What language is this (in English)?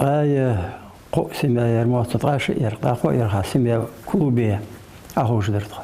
Ingush